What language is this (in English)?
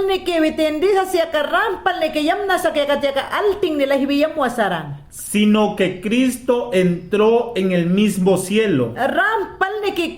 Mayangna